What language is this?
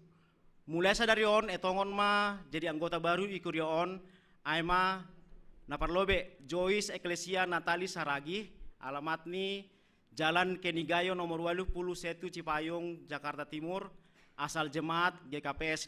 Batak Simalungun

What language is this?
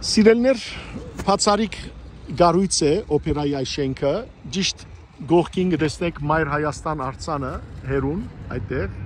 Western Armenian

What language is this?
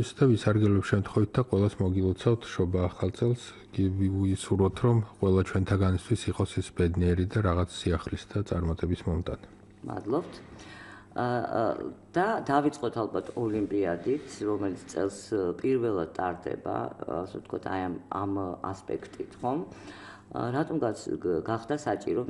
Georgian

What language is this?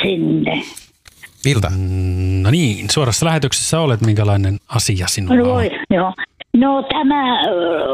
Finnish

